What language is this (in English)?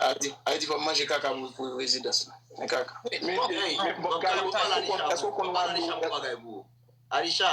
Haitian Creole